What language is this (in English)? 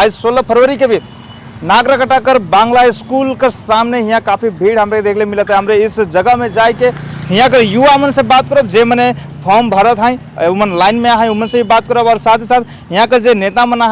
Sadri